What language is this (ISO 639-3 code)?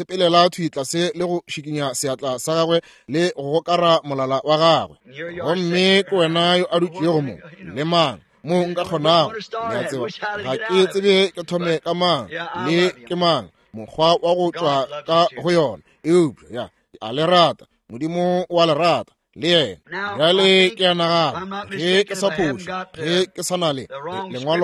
nso